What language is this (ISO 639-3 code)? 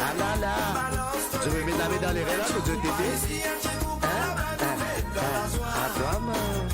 mfe